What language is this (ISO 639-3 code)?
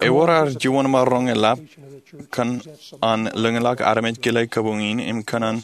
mah